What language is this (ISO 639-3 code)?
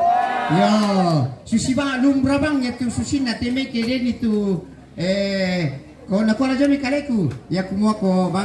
sda